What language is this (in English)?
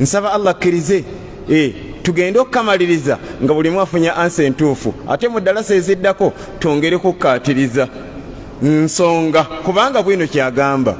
Ganda